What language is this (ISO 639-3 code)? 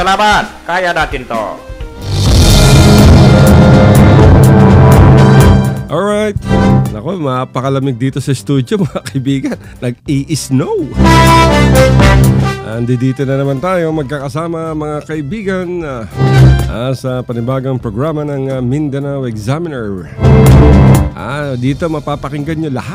fil